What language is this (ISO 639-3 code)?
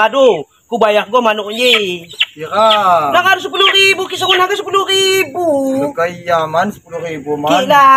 ljp